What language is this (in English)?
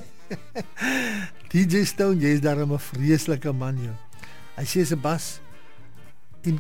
Afrikaans